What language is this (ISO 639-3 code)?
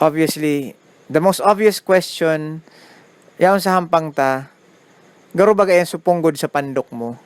bik